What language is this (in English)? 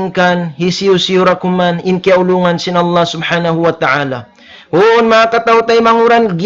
Tausug